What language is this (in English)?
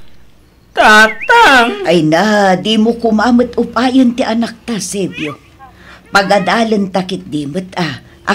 Iloko